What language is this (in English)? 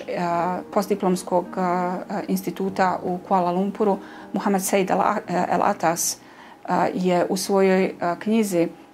Bosnian